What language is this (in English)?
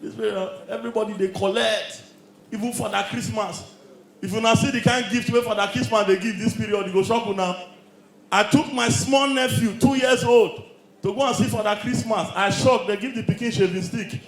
Nigerian Pidgin